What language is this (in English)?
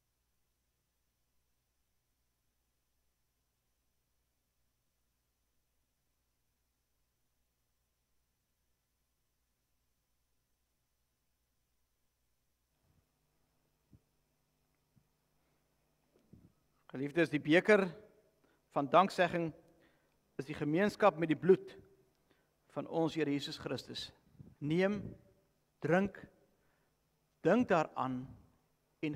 Afrikaans